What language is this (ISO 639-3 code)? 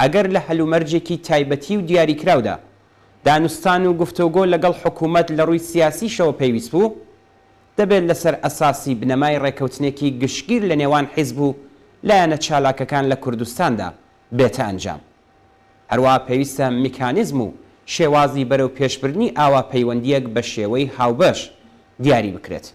ckb